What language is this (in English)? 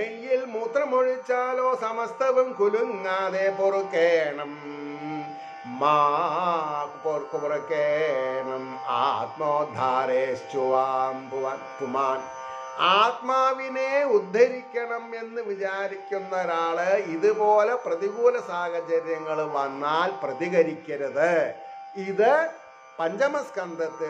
Malayalam